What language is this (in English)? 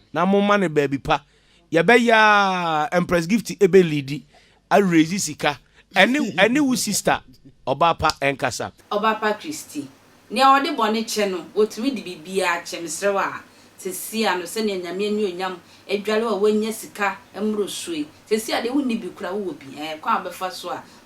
Akan